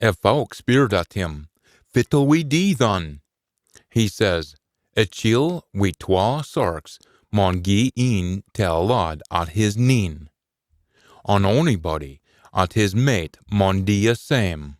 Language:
Scots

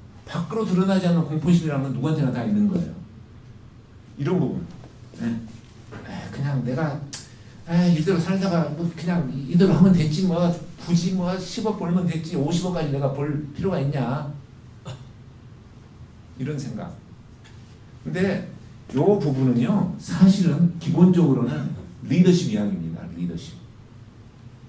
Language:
Korean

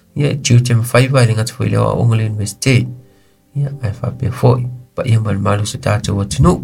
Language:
Samoan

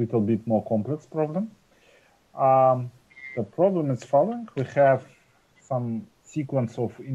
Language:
English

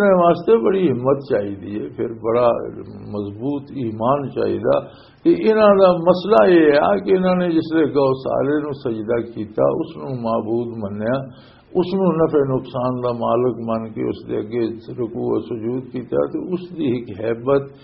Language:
Western Panjabi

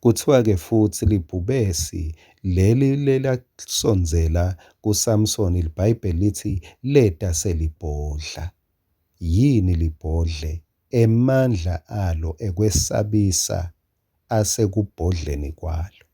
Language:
Swati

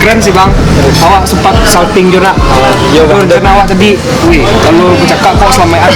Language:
Minangkabau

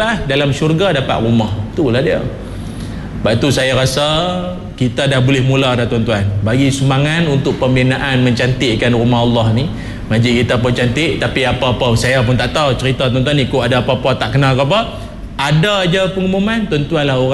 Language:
Malay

